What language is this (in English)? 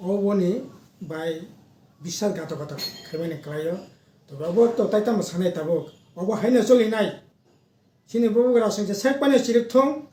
Kok Borok